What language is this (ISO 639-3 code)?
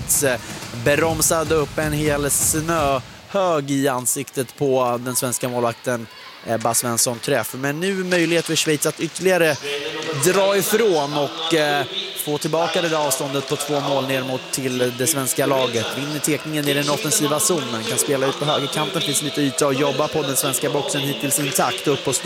swe